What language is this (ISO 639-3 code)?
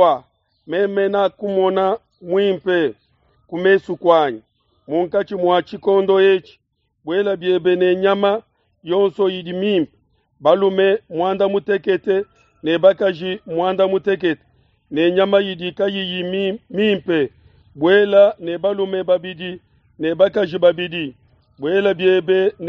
lua